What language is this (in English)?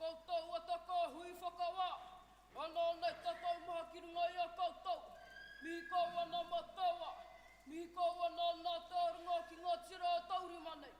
Māori